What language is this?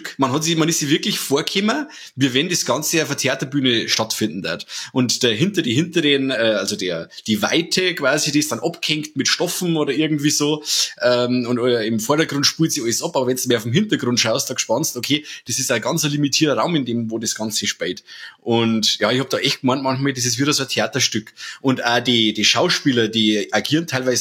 Bavarian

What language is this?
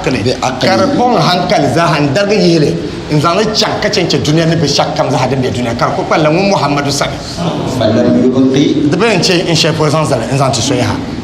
Dagbani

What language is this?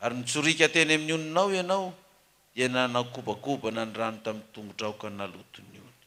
Malagasy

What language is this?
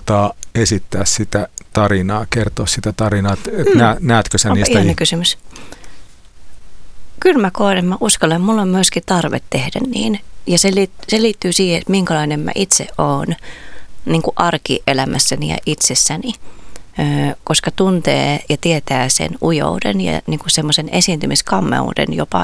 Finnish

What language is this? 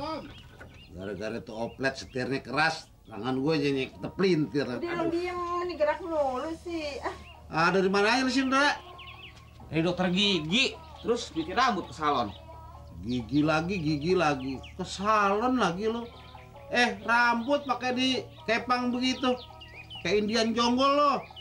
Betawi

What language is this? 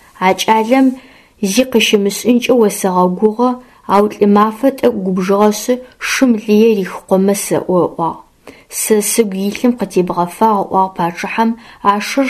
Adyghe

